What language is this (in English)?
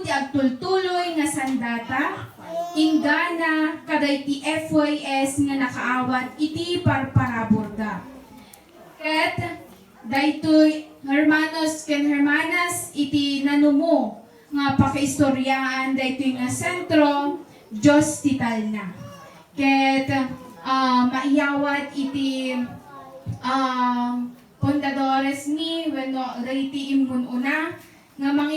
Iloko